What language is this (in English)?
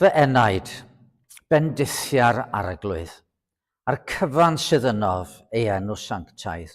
Welsh